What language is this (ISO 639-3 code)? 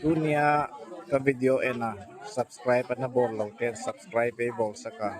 gnb